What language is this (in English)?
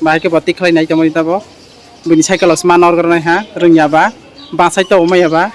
Kok Borok